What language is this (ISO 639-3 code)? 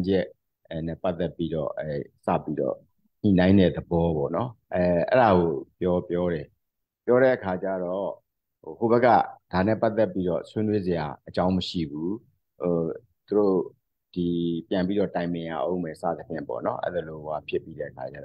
mya